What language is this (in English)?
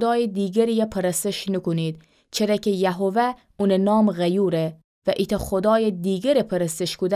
Gilaki